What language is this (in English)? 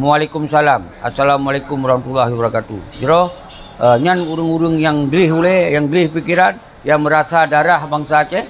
Achinese